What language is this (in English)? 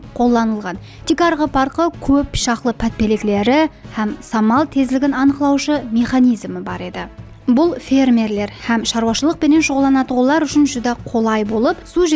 Kara-Kalpak